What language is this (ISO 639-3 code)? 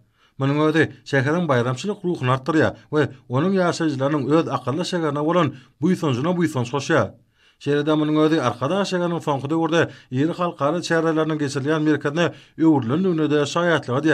tuk